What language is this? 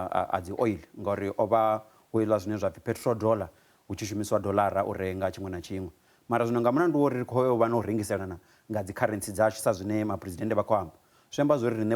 Venda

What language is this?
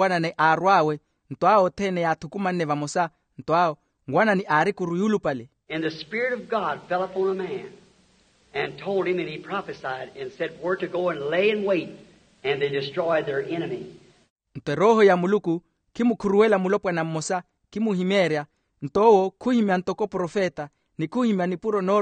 Makhuwa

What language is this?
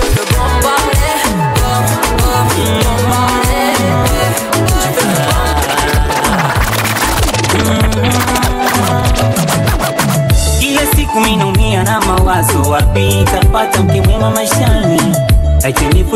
Swahili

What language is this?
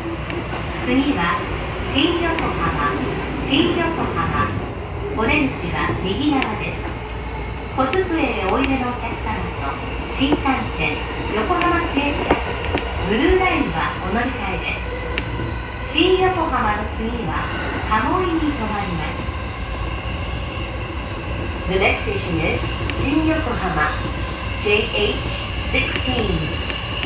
Japanese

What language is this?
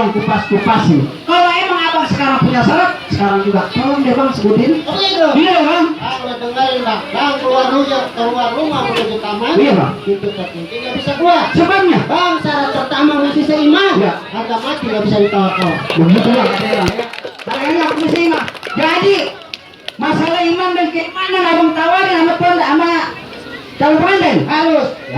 Betawi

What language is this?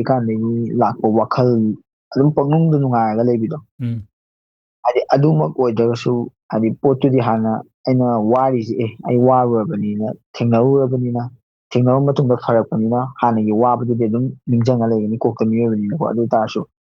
Manipuri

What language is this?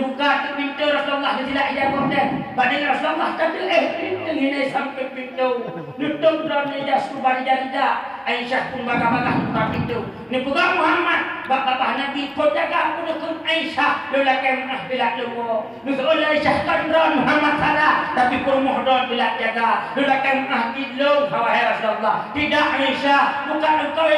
Achinese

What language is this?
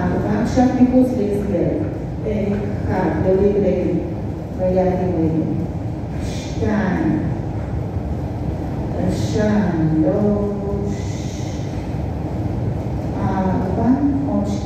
Hebrew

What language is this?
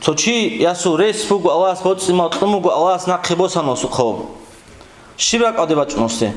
Avaric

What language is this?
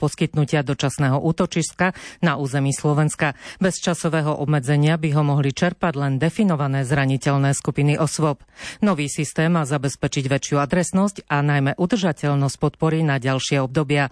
Slovak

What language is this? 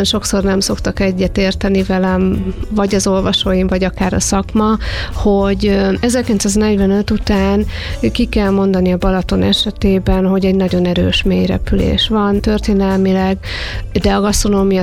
Hungarian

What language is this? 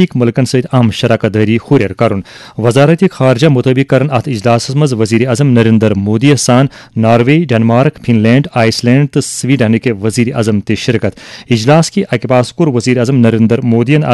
Kashmiri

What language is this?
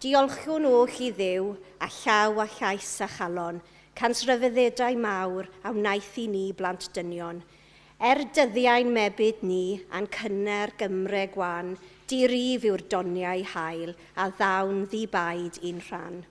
Welsh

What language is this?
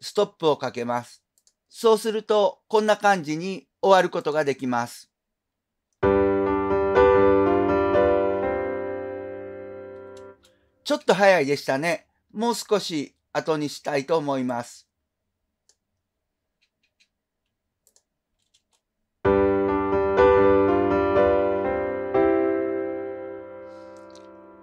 Japanese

